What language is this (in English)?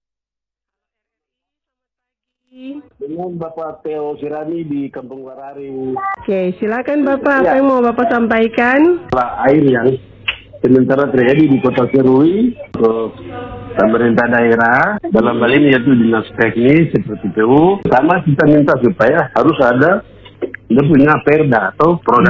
Indonesian